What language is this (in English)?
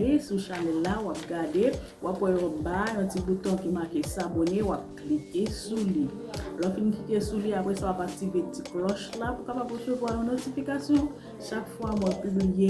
Haitian Creole